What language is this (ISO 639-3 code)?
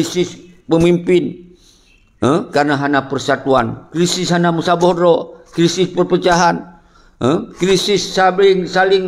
ace